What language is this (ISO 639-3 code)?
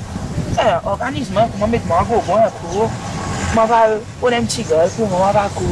crs